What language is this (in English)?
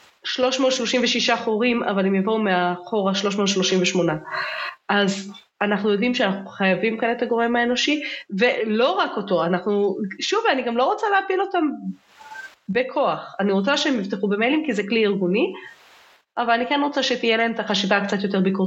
Hebrew